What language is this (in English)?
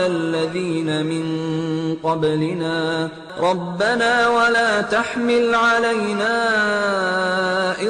Arabic